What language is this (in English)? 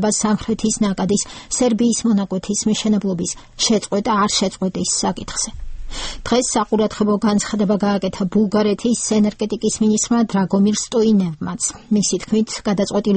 Georgian